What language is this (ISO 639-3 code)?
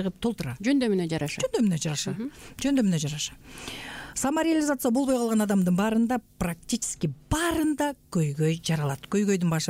kir